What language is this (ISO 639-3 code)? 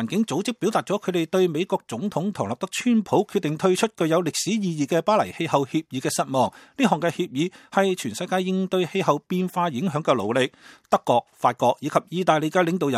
yue